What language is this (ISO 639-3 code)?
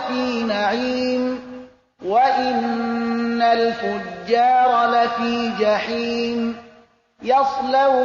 fas